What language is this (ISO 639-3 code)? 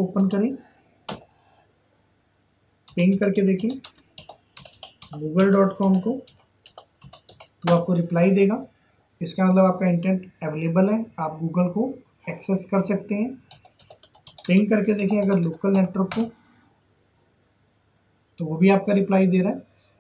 hin